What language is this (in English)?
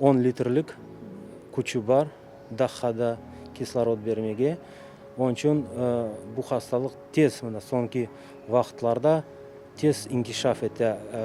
Crimean Tatar